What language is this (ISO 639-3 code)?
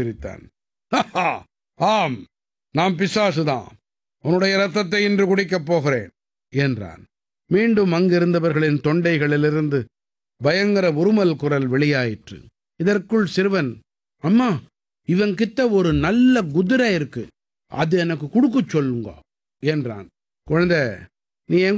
tam